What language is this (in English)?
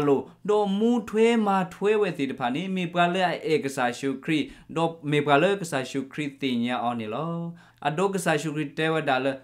S'gaw Karen